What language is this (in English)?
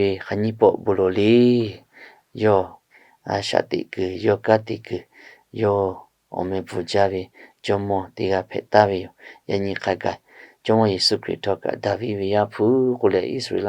Lahu